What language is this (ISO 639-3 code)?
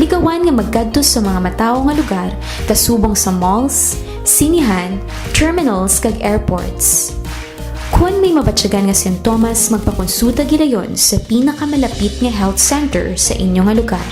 hil